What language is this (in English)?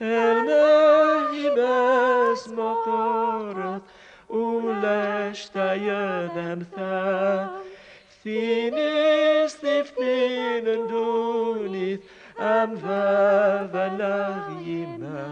Kabyle